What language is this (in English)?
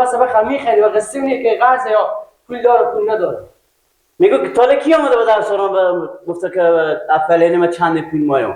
Persian